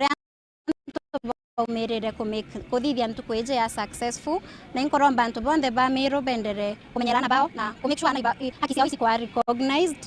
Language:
Meru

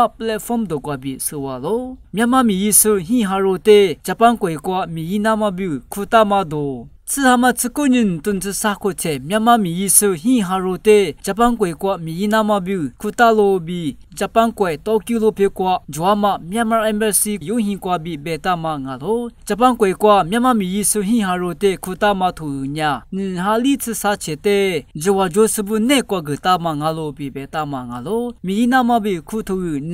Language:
Lisu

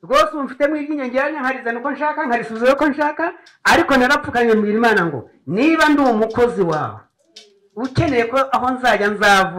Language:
Kinyarwanda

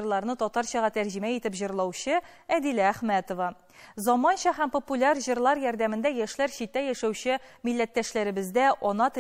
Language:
Tatar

